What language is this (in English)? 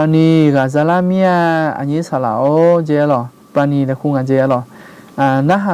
Akha